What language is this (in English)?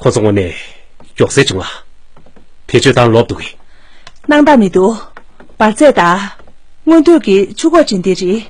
Tibetan